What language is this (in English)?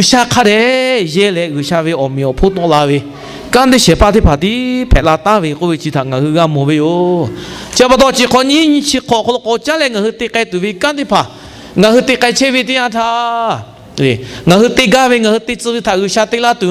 Lahu